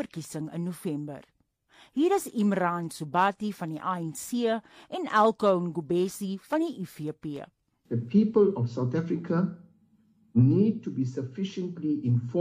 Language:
Afrikaans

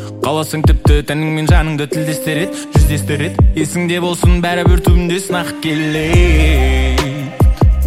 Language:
Kazakh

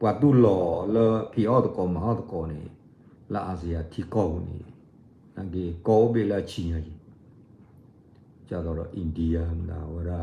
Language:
S'gaw Karen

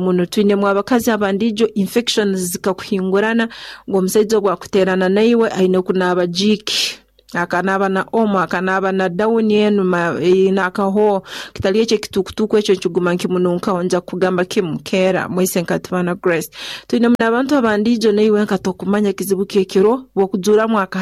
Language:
Nyoro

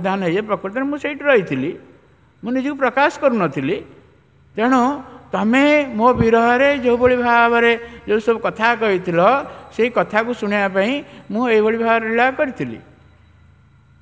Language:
Odia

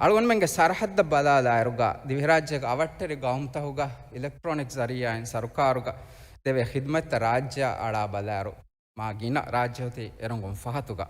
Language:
Divehi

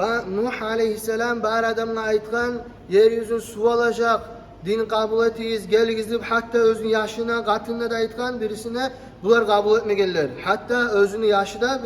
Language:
Kumyk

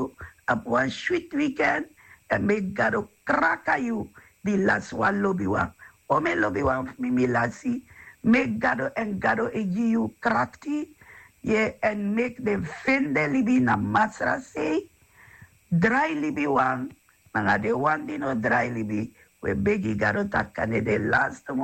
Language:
Sranan Tongo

